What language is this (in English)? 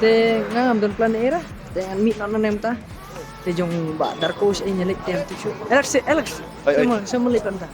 Khasi